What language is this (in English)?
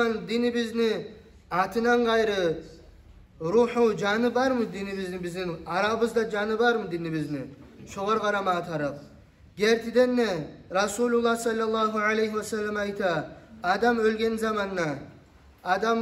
Kumyk